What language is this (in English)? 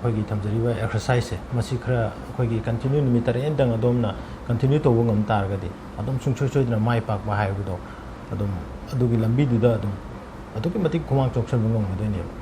Manipuri